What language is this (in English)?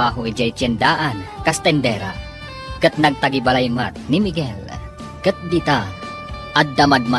Iloko